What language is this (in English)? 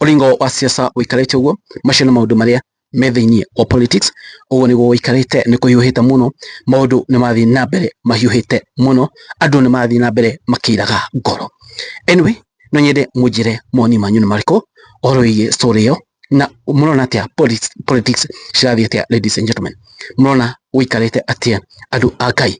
Kikuyu